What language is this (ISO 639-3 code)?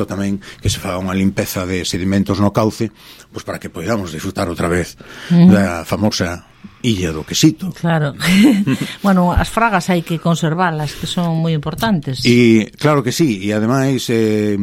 glg